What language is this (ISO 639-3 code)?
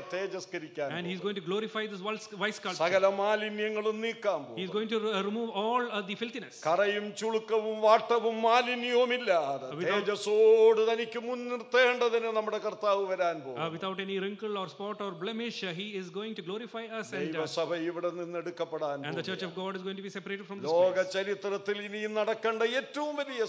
mal